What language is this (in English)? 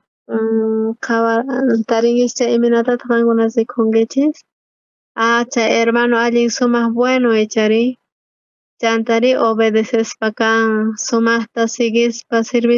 South Bolivian Quechua